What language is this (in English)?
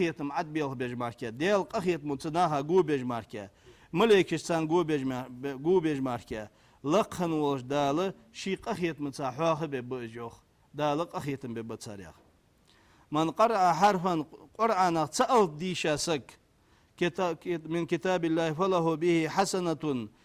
Ingush